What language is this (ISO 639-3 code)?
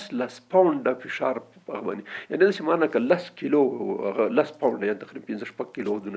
pus